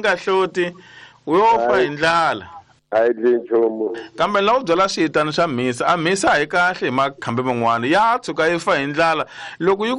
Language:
Tsonga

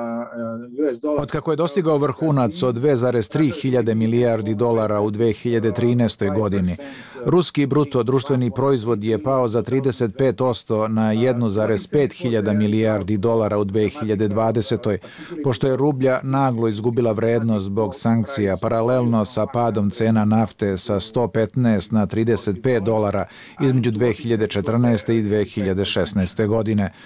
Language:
Serbian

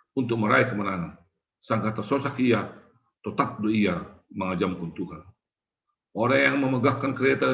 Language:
Batak Simalungun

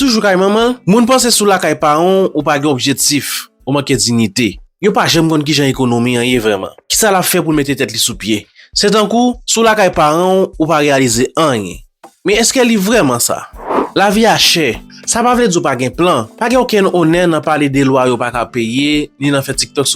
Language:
Haitian Creole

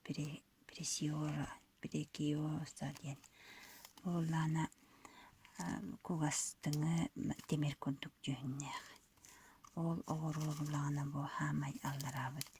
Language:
Yakut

